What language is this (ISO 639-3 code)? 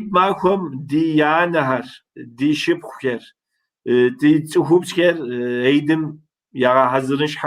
kbd